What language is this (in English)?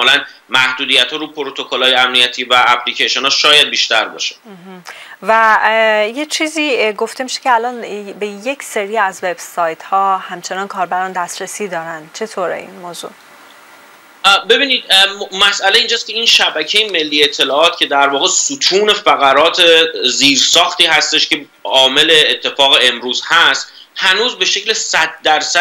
Persian